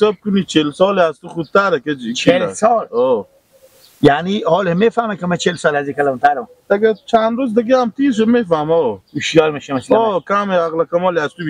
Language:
Persian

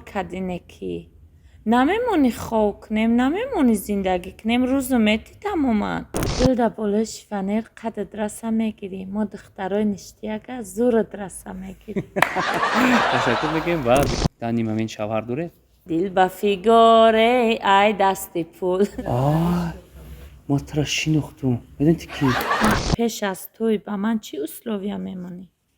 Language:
Tajik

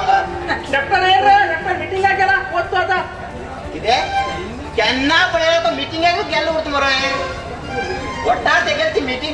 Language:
Konkani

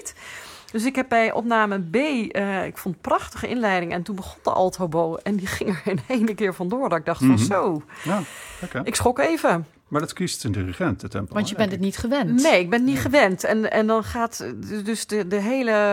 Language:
Dutch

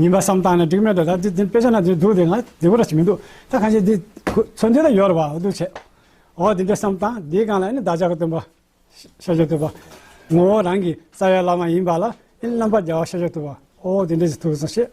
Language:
Tibetan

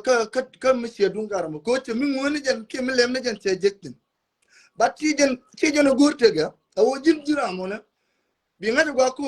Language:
Nuer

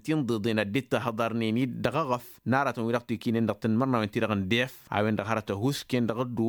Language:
Tamasheq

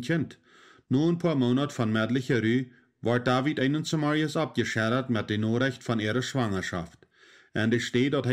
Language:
Plautdietsch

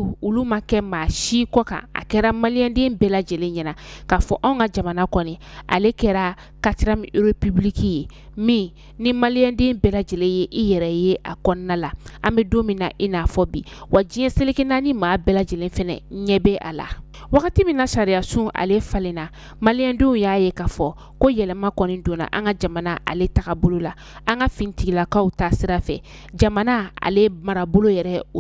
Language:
Bambara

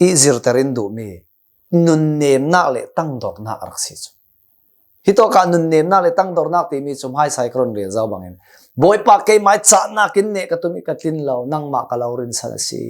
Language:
Hakha Chin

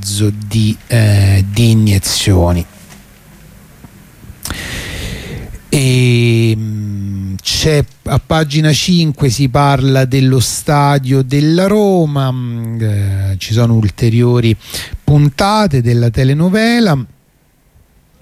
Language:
Italian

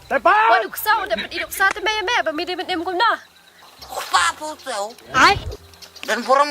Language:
Khasi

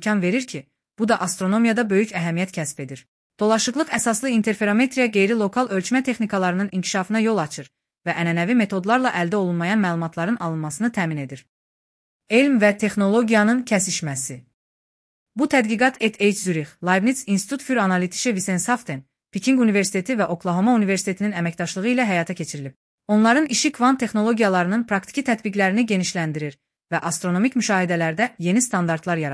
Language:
Azerbaijani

